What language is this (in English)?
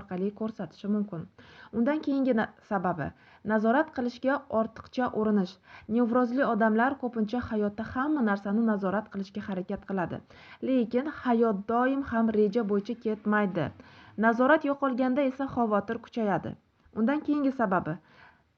Uzbek